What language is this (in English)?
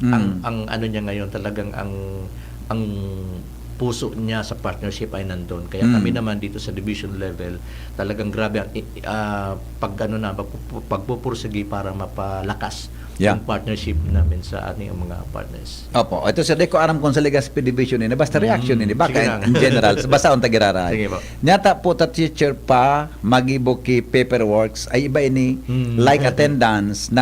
Bikol